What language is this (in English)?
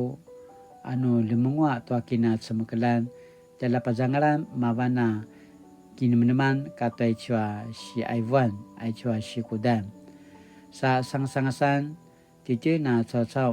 Paiwan